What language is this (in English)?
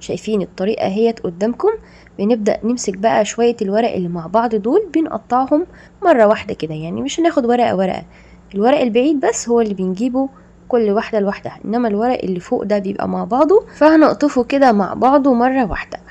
Egyptian Arabic